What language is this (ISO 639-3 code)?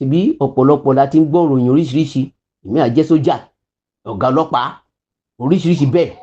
yor